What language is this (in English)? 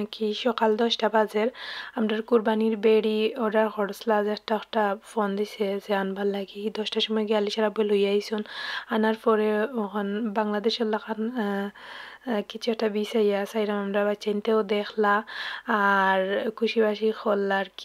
Sylheti